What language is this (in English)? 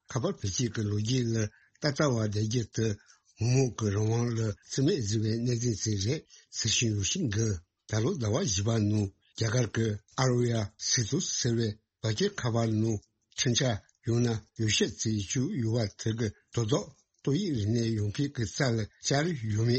Tibetan